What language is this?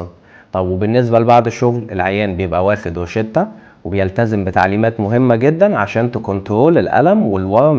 Egyptian Arabic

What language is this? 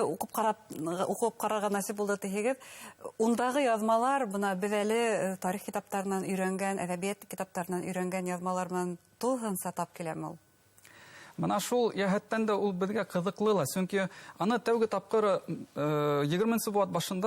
Bashkir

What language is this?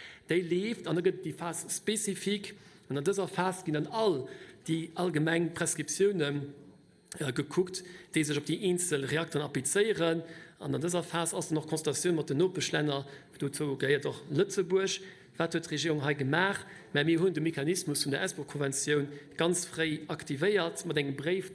Luxembourgish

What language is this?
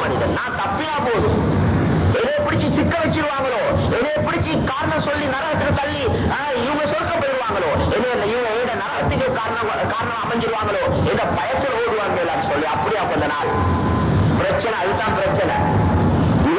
Tamil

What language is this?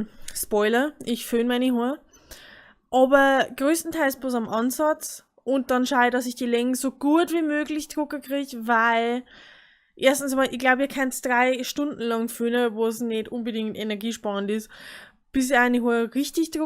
Bavarian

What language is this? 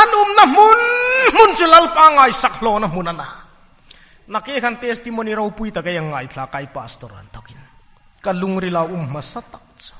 Hmar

